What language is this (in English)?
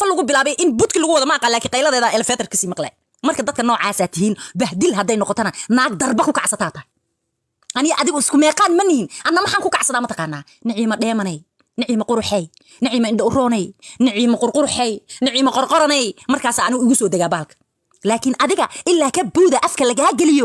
Somali